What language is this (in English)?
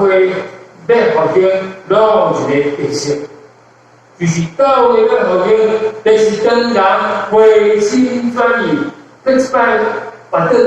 Min Nan Chinese